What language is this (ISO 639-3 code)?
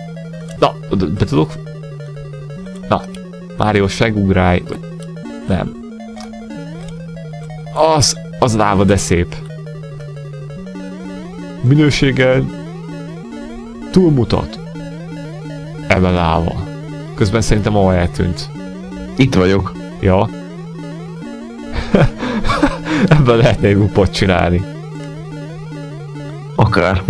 hun